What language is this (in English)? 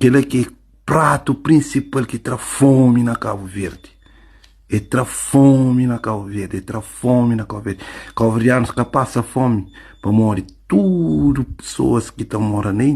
Kabuverdianu